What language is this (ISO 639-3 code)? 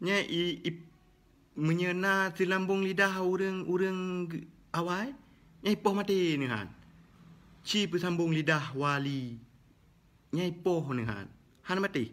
ace